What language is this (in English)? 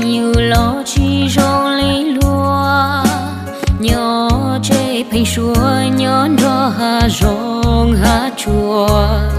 Hmong